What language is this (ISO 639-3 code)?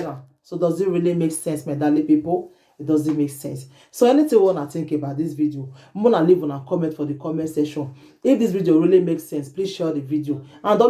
pcm